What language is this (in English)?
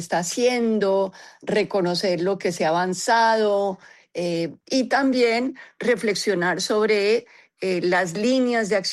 Spanish